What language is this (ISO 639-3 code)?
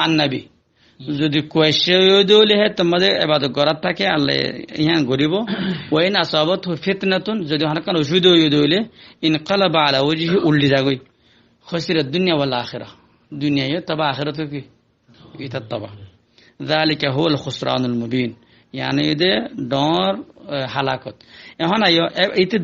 rhg